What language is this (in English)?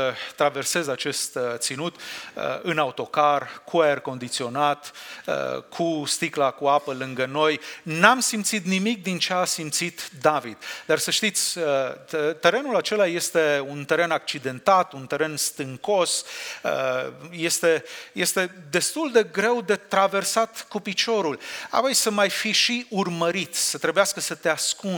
Romanian